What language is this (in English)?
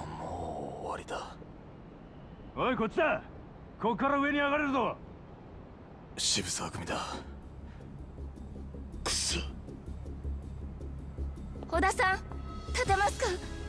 Japanese